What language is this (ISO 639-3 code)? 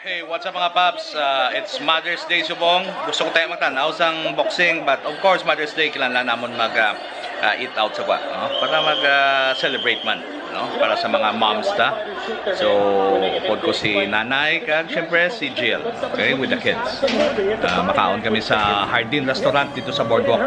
hil